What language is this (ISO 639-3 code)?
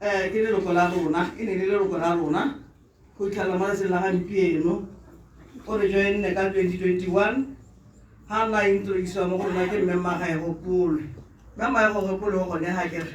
tsn